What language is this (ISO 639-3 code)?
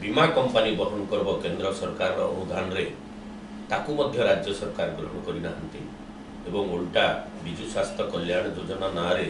ori